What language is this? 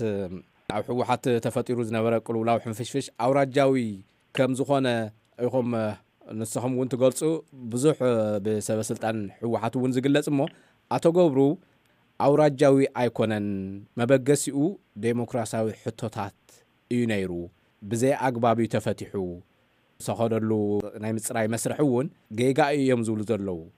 Tigrinya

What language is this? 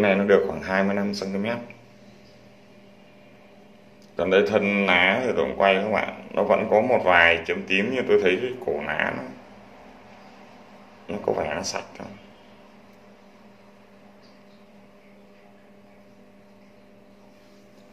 Vietnamese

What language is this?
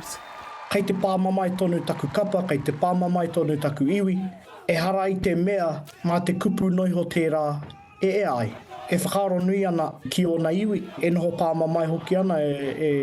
Māori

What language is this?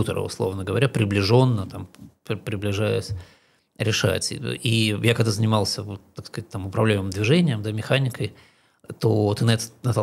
Russian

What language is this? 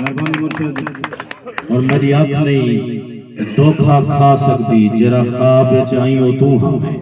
Saraiki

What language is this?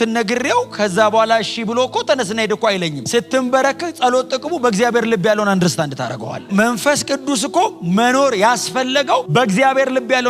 Amharic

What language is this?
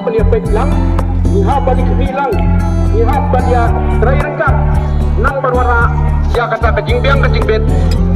Khasi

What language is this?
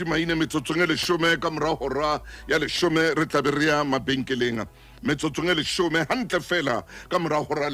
Southern Sotho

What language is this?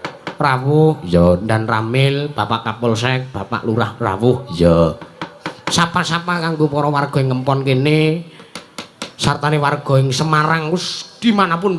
Javanese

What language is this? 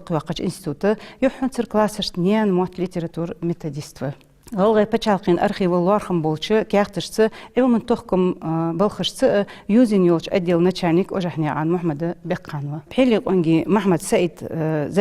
Ingush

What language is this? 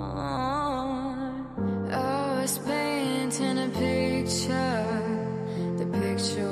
Kazakh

